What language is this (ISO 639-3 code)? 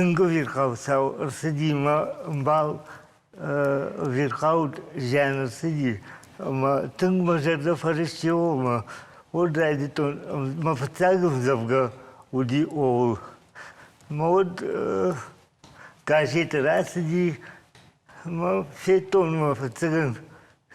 oss